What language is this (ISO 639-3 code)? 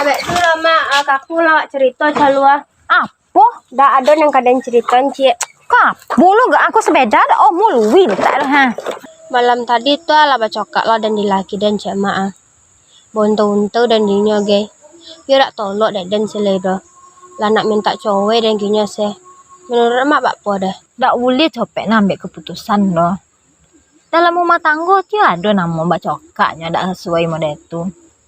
min